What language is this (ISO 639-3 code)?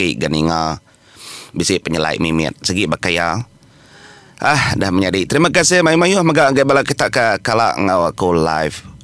iba